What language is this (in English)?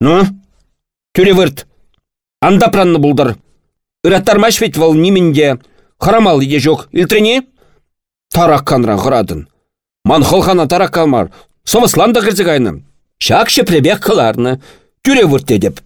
Chuvash